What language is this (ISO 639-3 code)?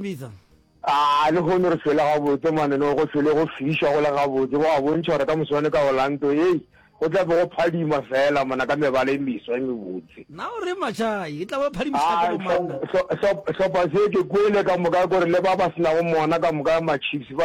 nso